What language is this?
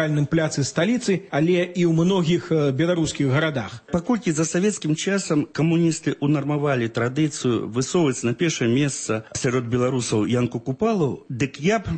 Belarusian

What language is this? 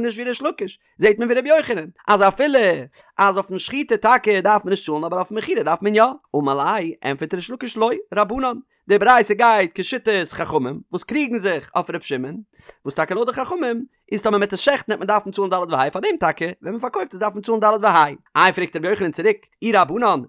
Yiddish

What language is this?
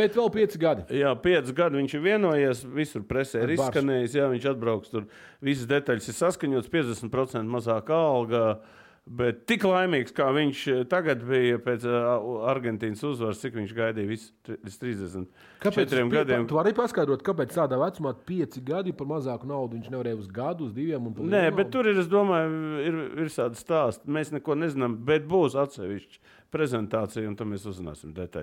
Latvian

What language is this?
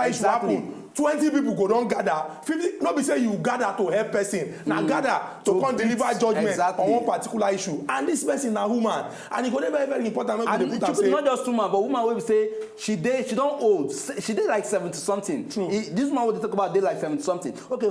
Nigerian Pidgin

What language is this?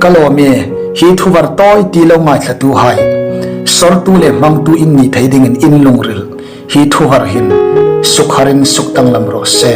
Hmar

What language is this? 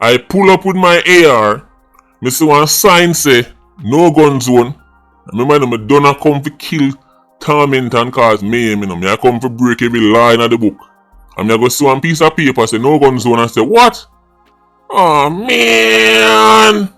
Jamaican Creole English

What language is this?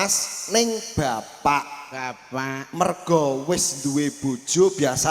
Javanese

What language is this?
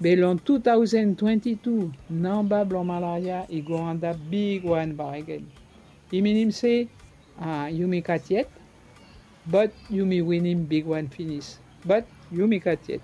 Bislama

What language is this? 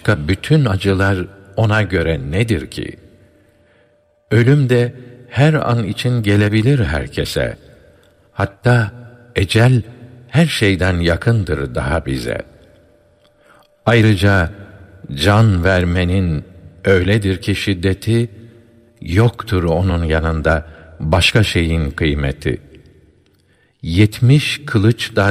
Turkish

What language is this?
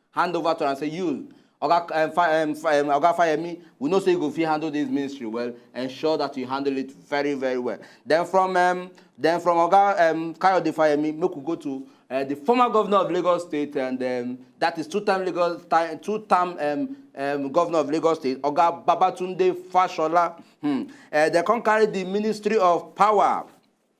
Nigerian Pidgin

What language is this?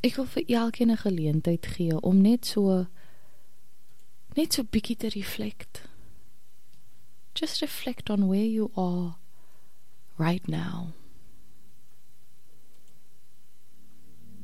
Afrikaans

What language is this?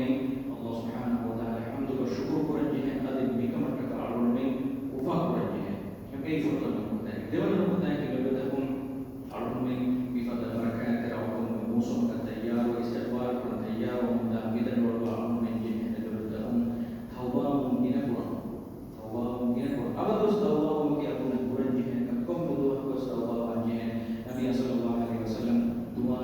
Divehi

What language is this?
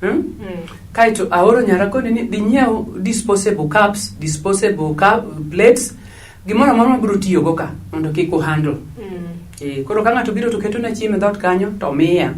Luo (Kenya and Tanzania)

